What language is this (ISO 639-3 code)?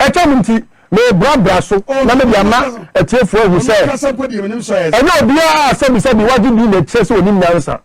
aka